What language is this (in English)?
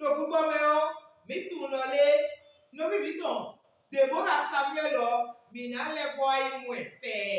Fon